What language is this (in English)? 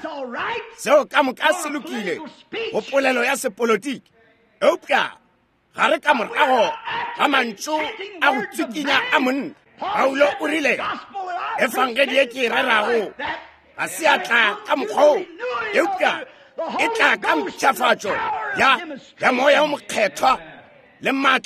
Northern Sotho